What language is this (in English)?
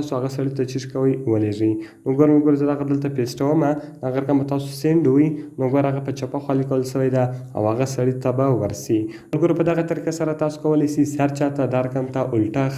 Pashto